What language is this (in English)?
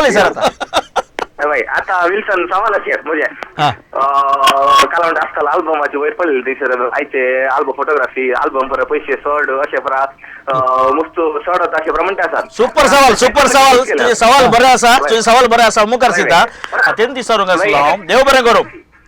Konkani